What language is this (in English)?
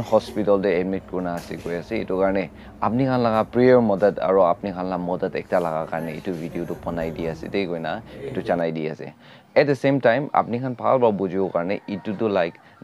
Naga Pidgin